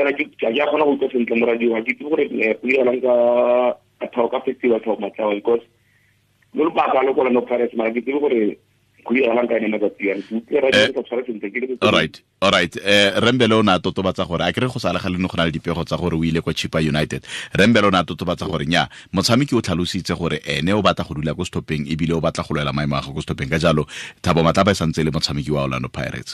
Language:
Tswana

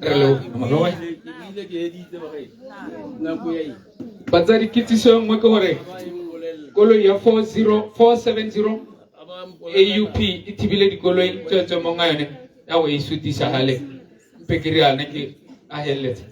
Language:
Tswana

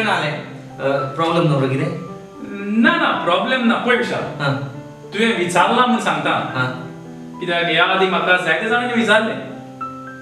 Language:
Konkani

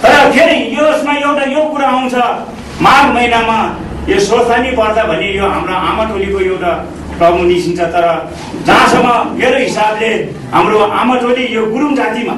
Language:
Nepali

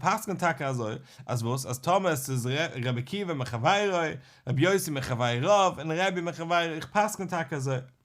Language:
Yiddish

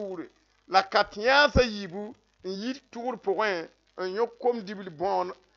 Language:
Mossi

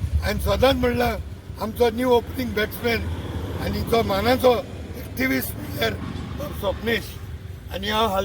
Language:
Konkani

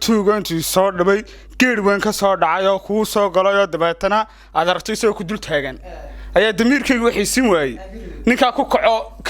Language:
Somali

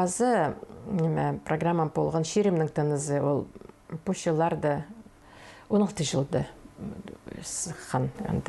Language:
Khakas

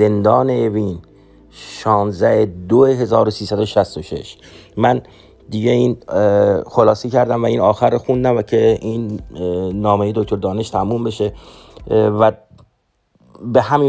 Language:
Persian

